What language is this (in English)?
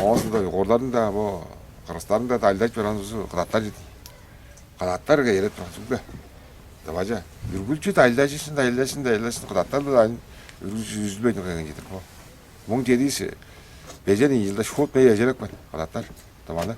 Tuvinian